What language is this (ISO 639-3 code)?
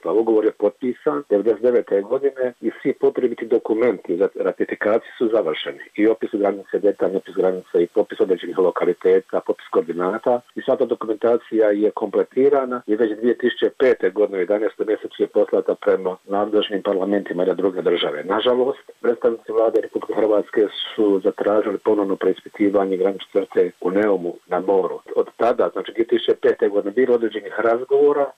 bos